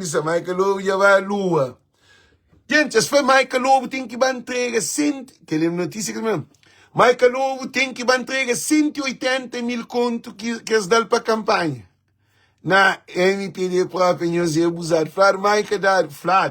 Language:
Kabuverdianu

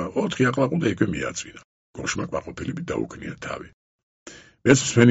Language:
Georgian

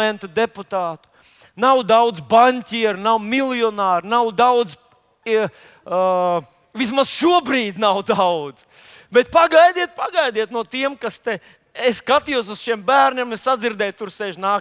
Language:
Latvian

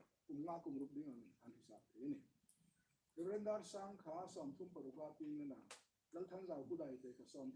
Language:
Hmar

